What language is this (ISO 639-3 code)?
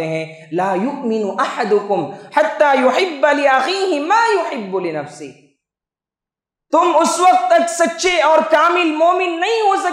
urd